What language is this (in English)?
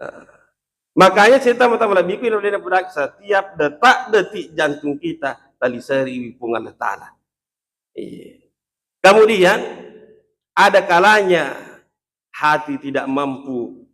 Buginese